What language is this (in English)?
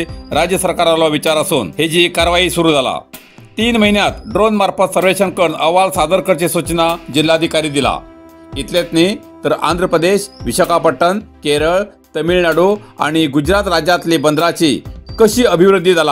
Konkani